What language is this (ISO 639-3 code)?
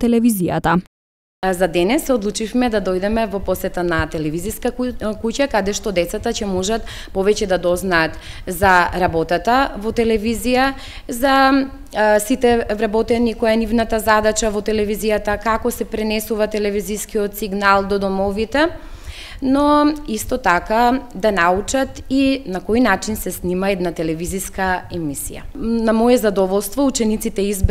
mkd